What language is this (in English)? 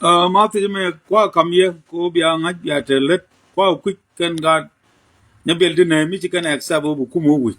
Nuer